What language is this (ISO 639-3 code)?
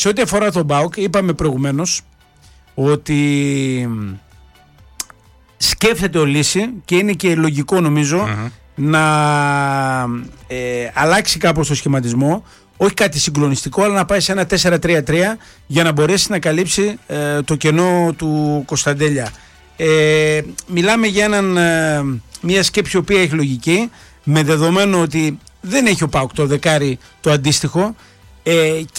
ell